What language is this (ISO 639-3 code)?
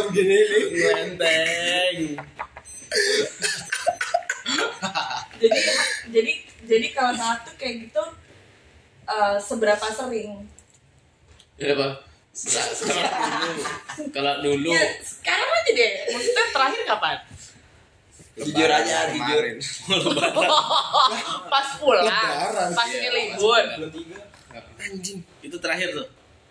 ind